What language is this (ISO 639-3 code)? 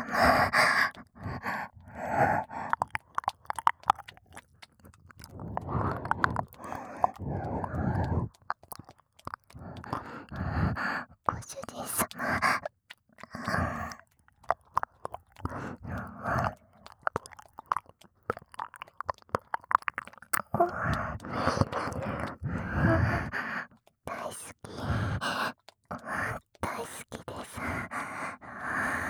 jpn